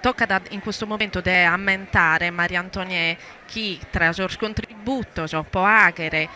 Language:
Sardinian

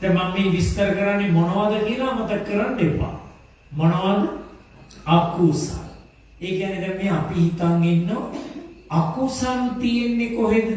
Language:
Sinhala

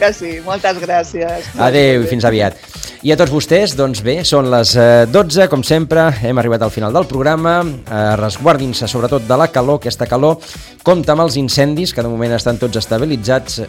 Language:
Catalan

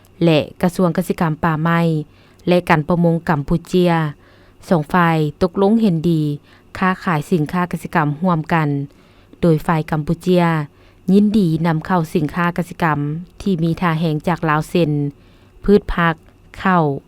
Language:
Lao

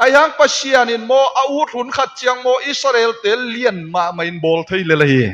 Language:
Tedim Chin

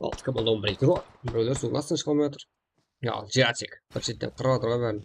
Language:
Kara-Kalpak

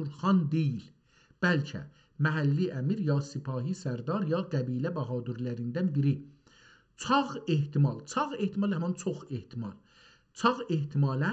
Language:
South Azerbaijani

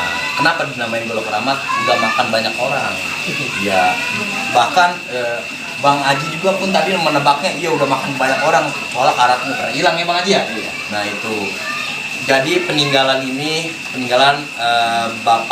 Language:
Betawi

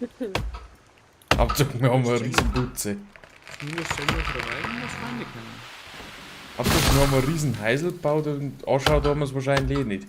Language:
Bavarian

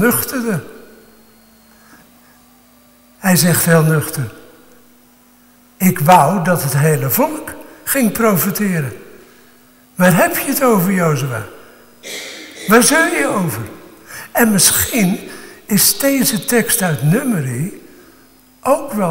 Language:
Dutch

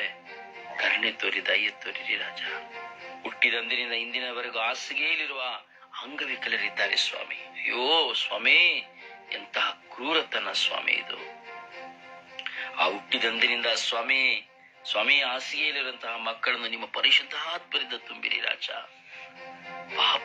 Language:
Kannada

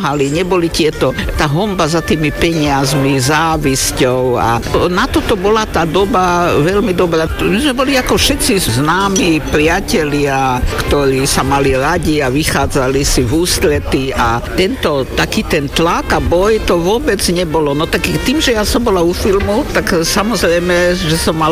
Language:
Slovak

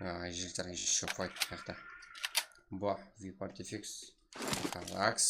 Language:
Kara-Kalpak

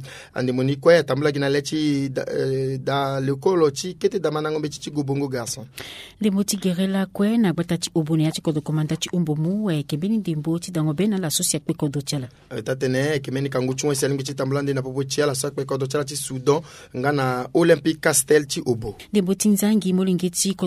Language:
Sango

